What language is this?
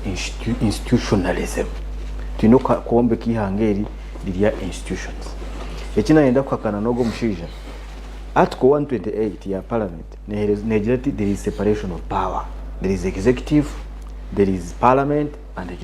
Nyankole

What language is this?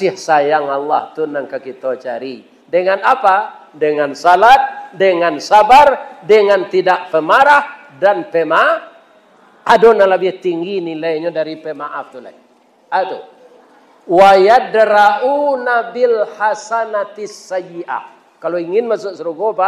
Minangkabau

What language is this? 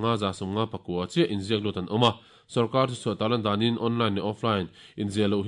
Mizo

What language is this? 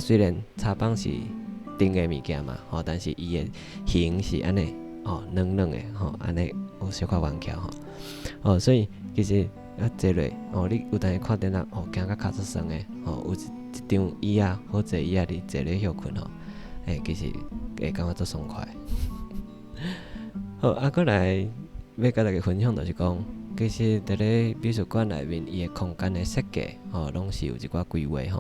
Min Nan Chinese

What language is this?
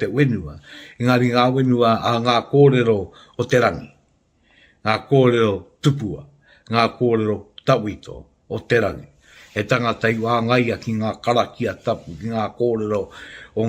Māori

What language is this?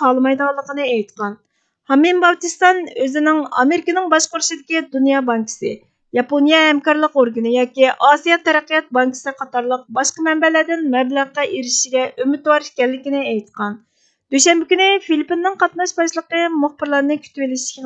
Uyghur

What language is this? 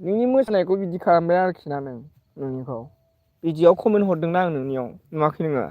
Bodo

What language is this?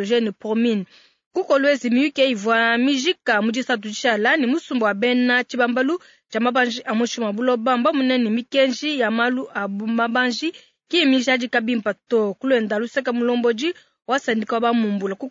Luba-Lulua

